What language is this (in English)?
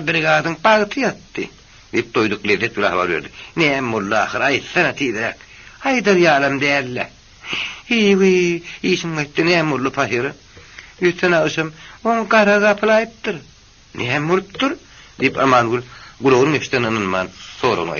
Turkmen